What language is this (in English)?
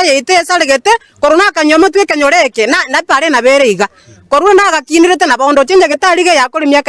Gusii